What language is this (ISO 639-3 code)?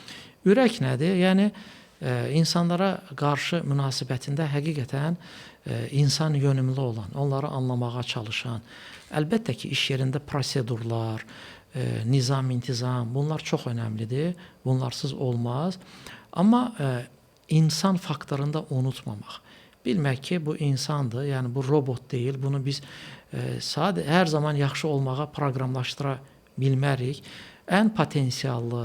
aze